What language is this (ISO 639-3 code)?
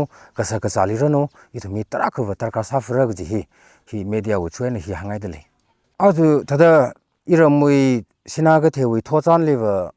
nmf